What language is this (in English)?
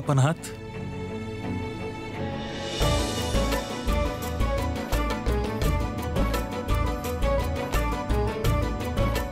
Bhojpuri